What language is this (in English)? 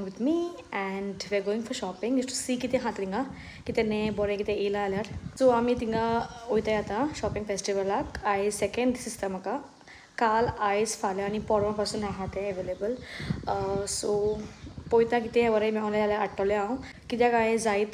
Konkani